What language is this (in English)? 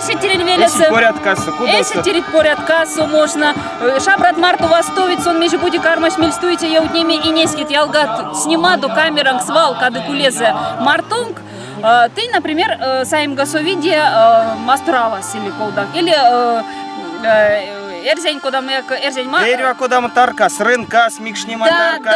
Erzya